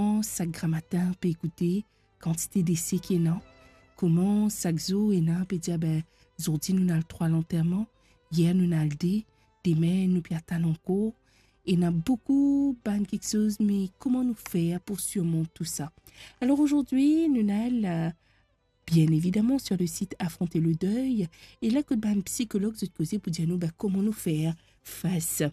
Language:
Morisyen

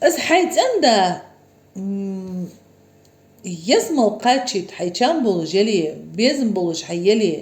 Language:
Ingush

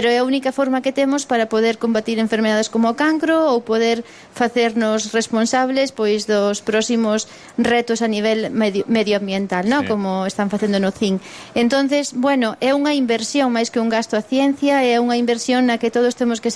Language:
Galician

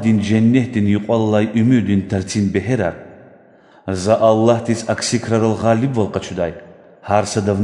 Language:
Lezghian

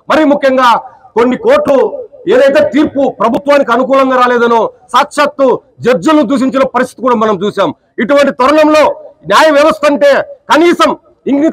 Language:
Telugu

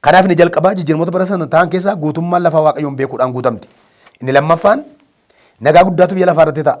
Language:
Oromo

